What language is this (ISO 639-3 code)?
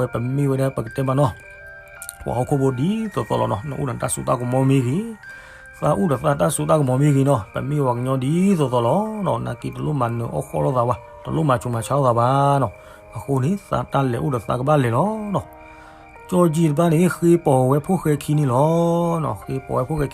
ksw